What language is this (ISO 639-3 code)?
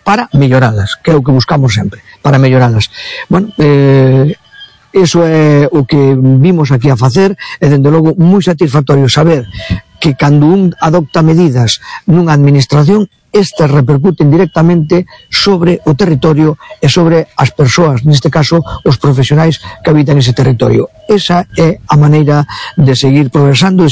glg